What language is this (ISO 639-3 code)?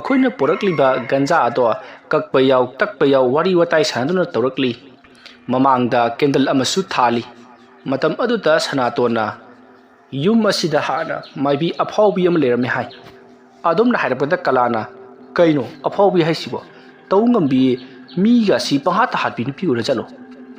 mni